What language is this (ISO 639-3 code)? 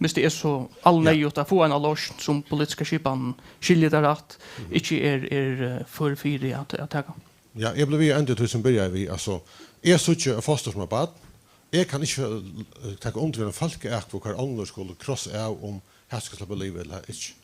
fao